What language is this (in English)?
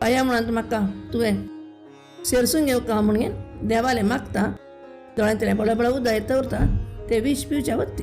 Konkani